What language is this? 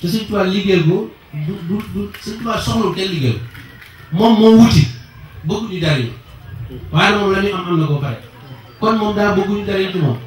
Wolof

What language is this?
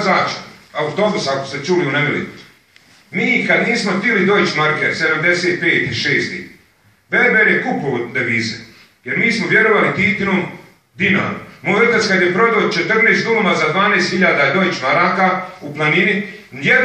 Bosnian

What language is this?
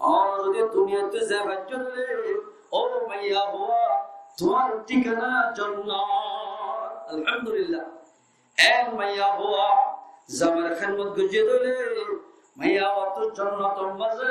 Rohingya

